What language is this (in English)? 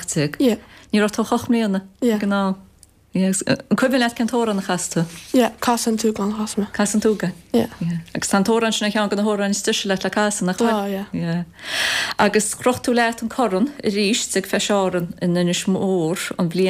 Irish